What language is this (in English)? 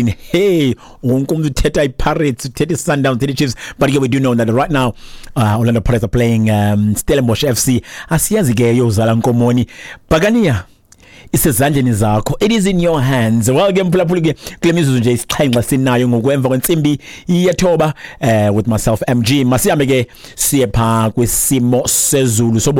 Xhosa